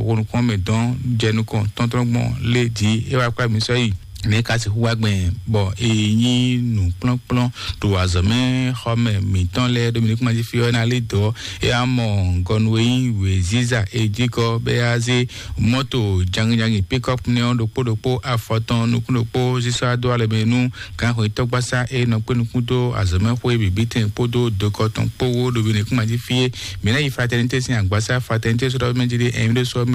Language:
Fon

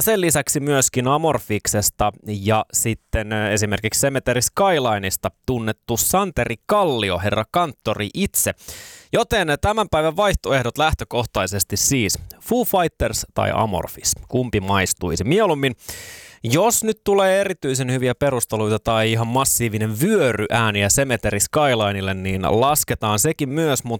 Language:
Finnish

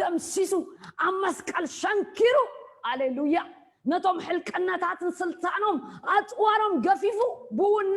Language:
Tigrinya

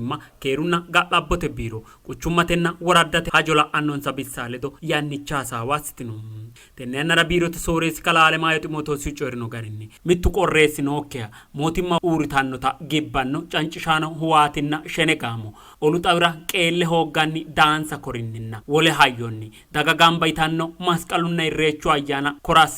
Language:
Sidamo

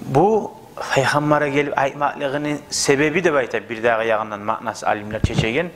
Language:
Kumyk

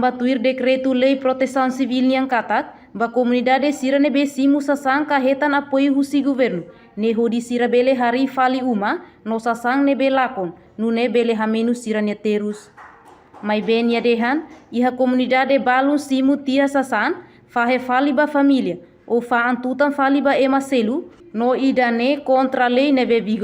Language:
Tetum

